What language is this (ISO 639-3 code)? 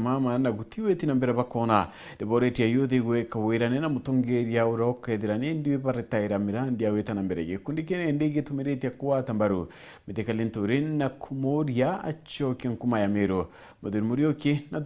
mer